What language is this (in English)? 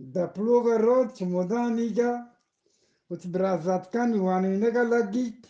Eastern Balochi